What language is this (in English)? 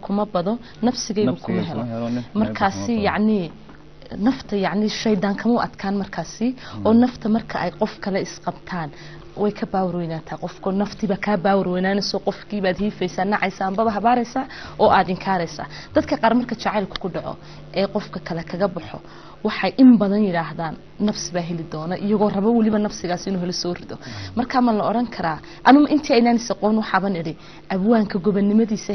Somali